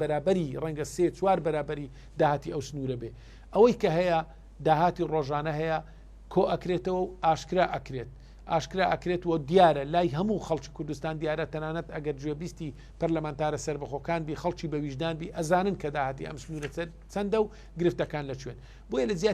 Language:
Central Kurdish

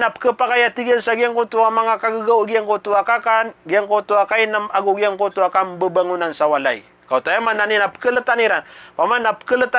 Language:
Maranao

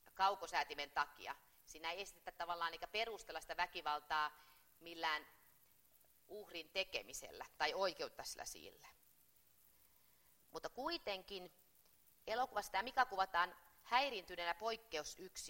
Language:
Finnish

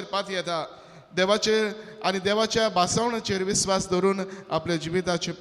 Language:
Konkani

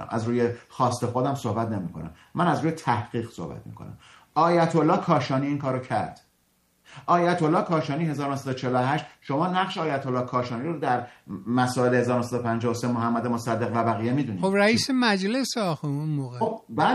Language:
Persian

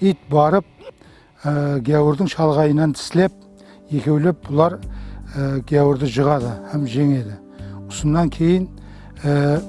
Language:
Kara-Kalpak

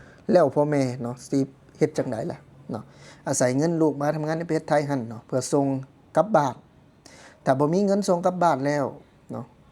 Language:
Lao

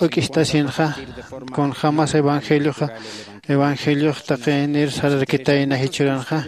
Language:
Aymara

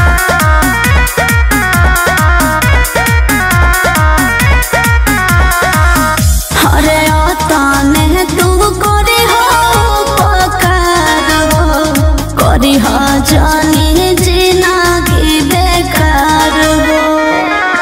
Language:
Bhojpuri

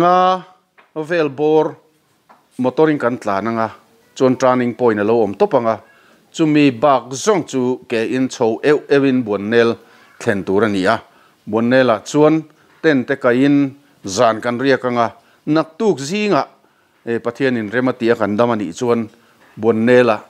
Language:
Mizo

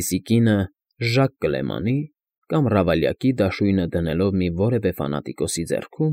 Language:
Armenian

